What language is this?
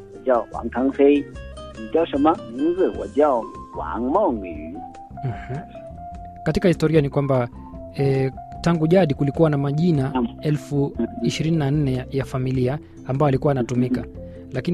Swahili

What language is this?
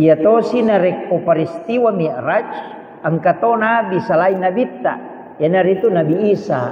Buginese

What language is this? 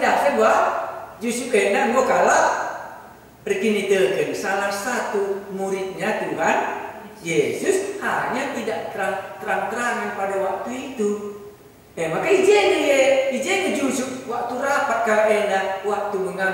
Batak Karo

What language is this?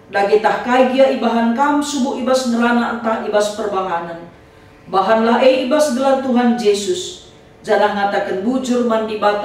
Batak Karo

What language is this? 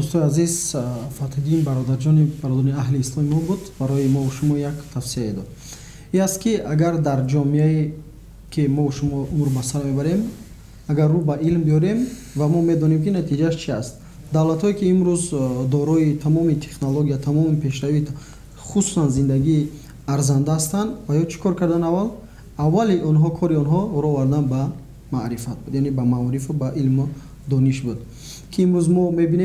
Tajik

